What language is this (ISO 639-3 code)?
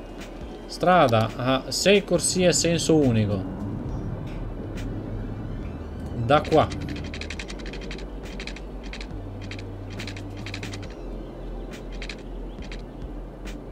ita